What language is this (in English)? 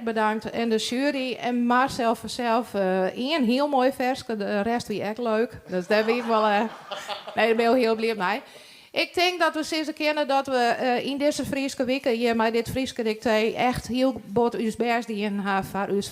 Western Frisian